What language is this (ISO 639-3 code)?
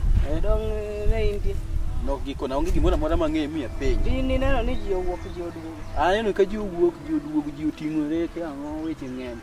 luo